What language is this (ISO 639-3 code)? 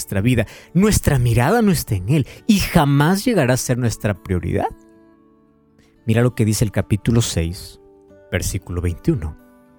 spa